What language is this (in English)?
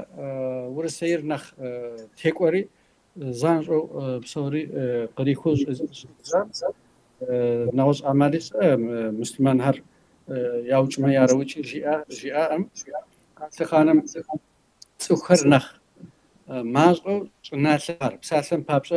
Kabardian